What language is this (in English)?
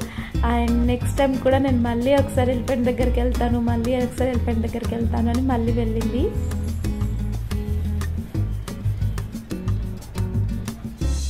Telugu